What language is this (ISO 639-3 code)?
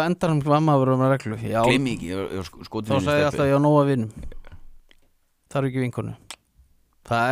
isl